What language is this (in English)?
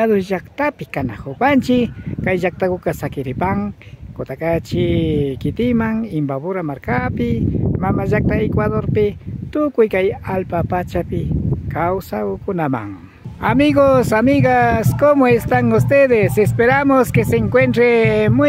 Imbabura Highland Quichua